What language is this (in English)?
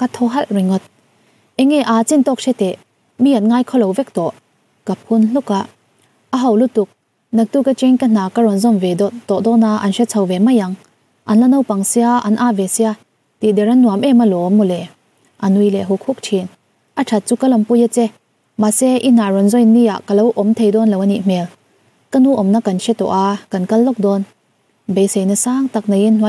Mizo